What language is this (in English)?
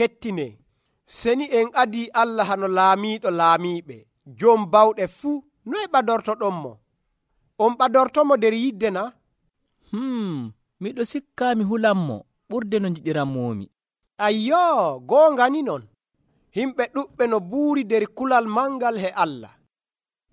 Nigerian Fulfulde